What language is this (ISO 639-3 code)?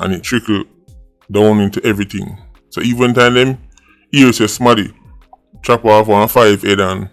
jam